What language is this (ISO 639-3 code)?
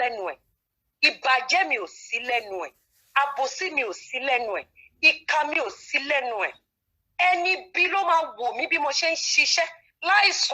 yor